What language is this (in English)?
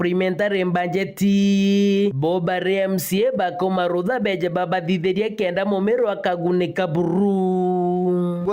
Meru